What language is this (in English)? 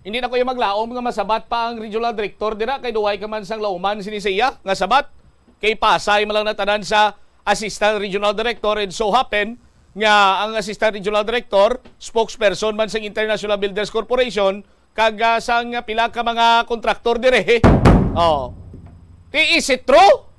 Hiligaynon